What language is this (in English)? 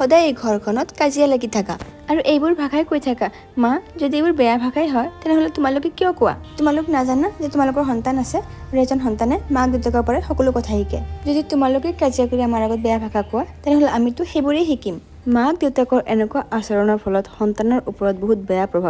Assamese